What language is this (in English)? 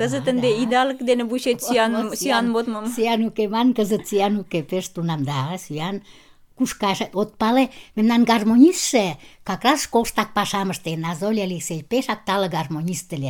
Mari